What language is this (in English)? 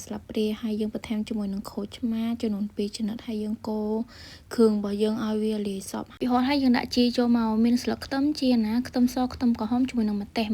Khmer